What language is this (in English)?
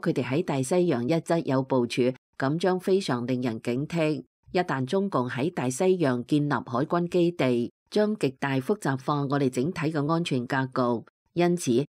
Cantonese